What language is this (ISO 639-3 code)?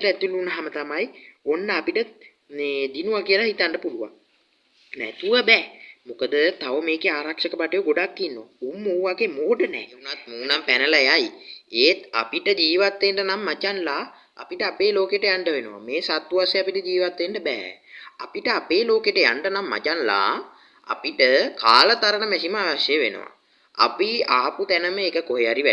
sin